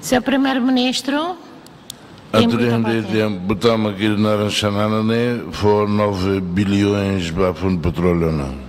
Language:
Tetum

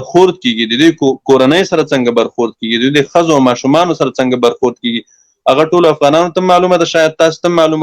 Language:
Pashto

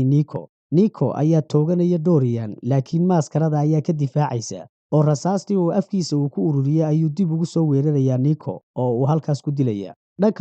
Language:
Somali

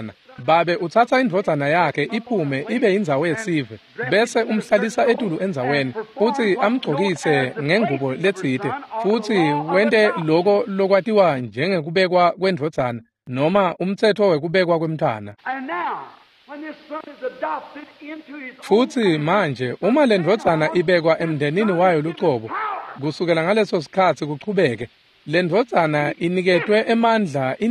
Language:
Swati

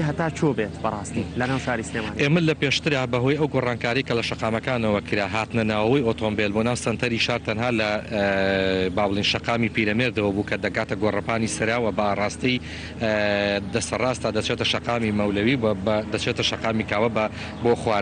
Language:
Central Kurdish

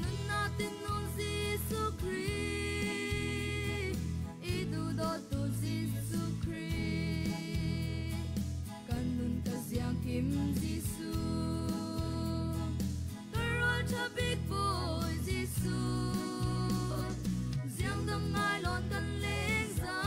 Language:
Falam Chin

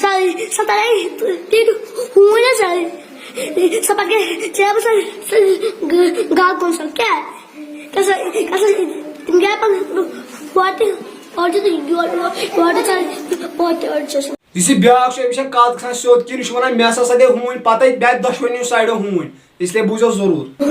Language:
Kashmiri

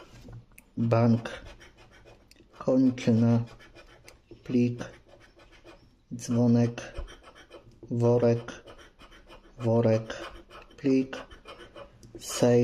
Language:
Polish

